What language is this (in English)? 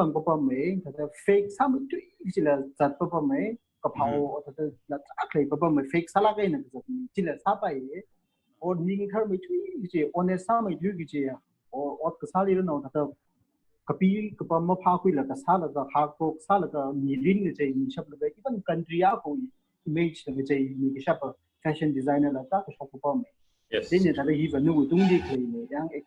Tangkhul Naga (India)